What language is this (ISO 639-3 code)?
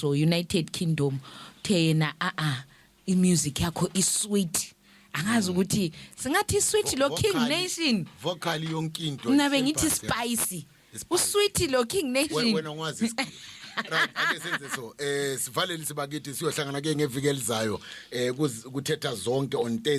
zul